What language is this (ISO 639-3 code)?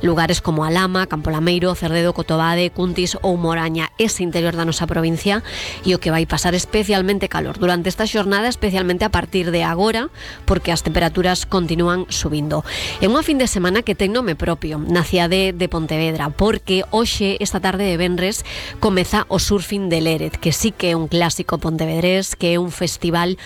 glg